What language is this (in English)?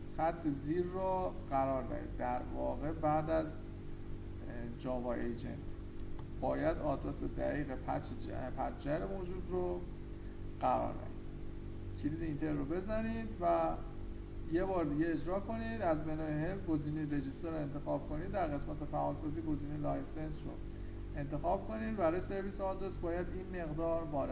Persian